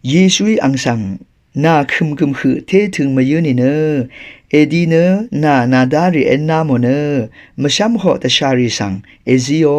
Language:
Rawang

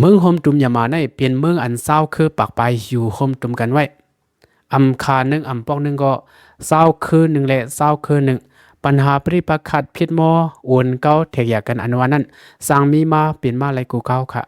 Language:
Shan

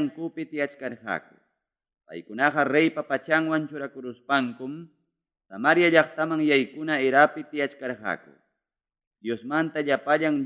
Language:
Ayacucho Quechua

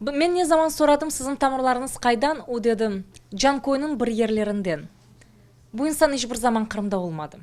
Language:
Crimean Tatar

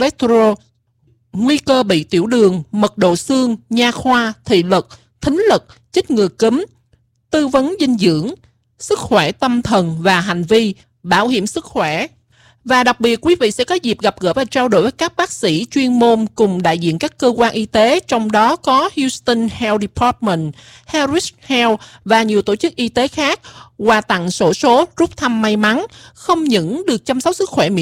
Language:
Vietnamese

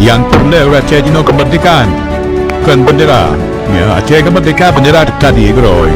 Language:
Achinese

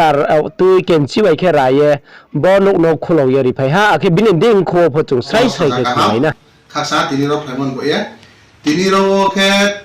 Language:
Riang (India)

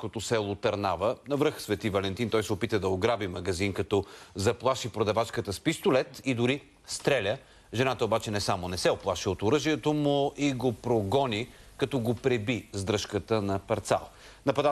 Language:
Bulgarian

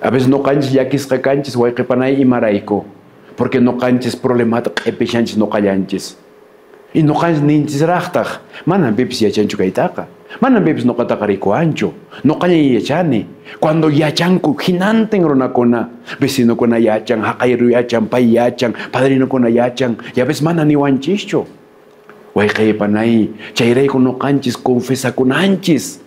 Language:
Quechua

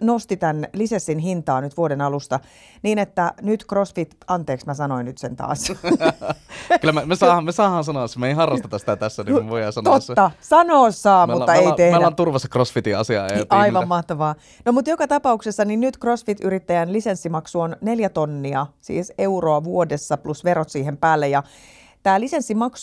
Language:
Finnish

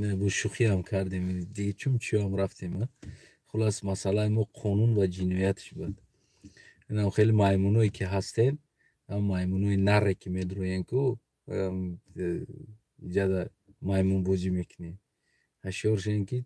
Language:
Tajik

